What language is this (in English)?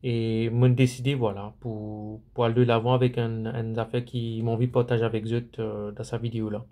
Morisyen